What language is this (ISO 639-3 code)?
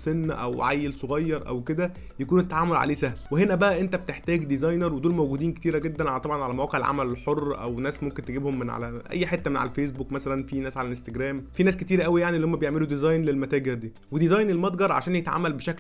arz